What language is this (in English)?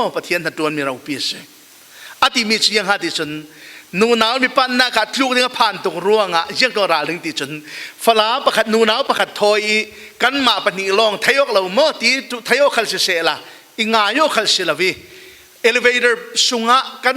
Falam Chin